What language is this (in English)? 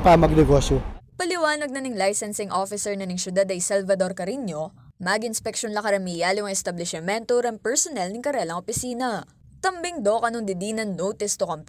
Pampanga